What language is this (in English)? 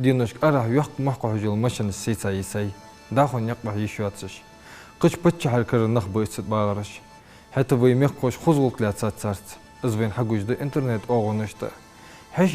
Ingush